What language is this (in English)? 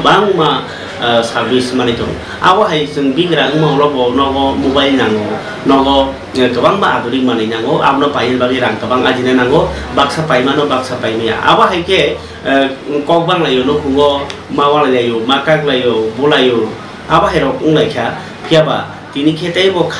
Kok Borok